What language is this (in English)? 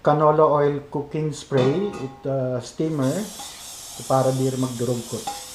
Waray